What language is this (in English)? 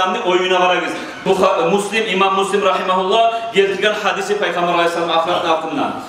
Kumyk